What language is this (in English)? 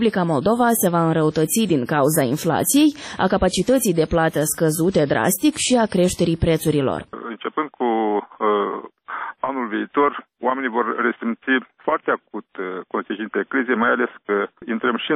Romanian